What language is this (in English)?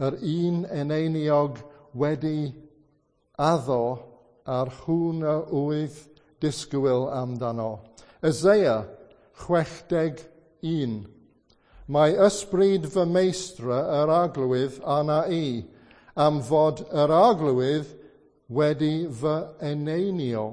Welsh